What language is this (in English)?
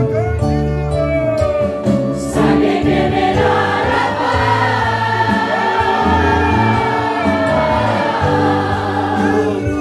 Spanish